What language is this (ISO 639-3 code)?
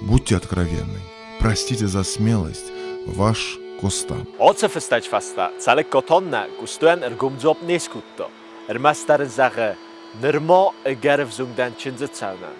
oss